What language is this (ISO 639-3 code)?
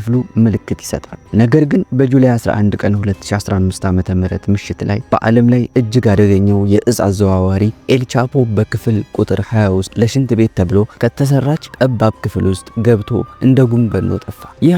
amh